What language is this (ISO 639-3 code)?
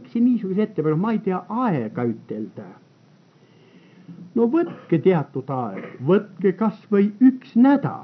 est